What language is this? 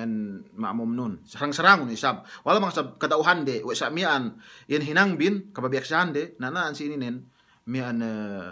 Yakan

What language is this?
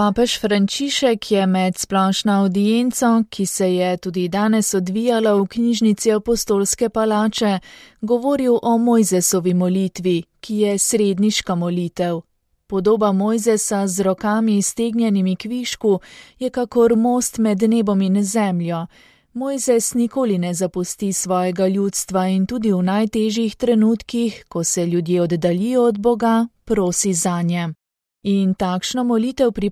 Slovenian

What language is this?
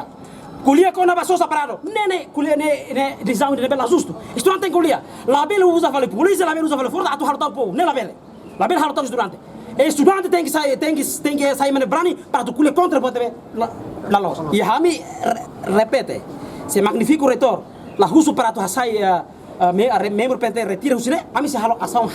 Tetum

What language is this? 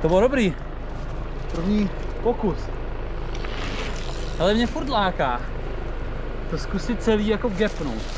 Czech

